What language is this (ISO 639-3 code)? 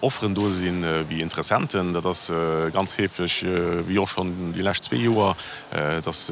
ltz